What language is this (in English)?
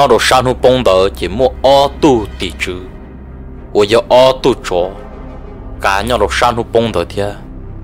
Vietnamese